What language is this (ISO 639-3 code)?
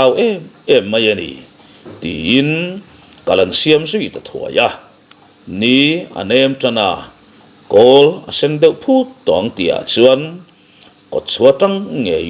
lus